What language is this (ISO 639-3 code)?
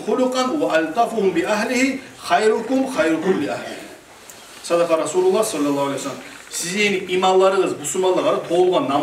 kum